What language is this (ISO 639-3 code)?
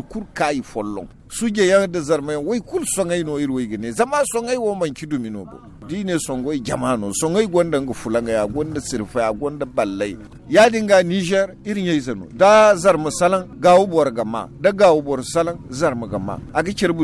dje